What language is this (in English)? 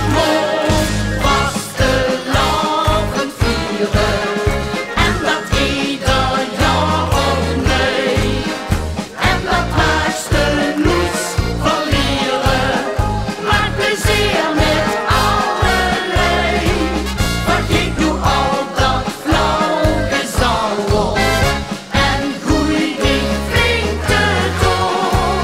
Limburgish